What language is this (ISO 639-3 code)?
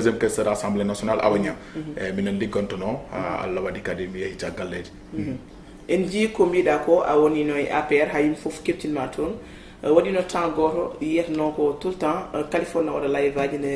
ful